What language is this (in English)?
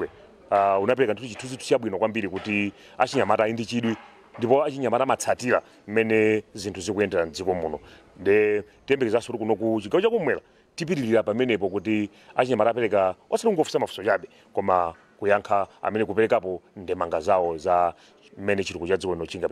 Nyanja